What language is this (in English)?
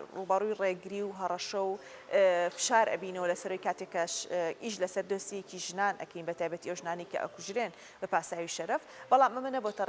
Central Kurdish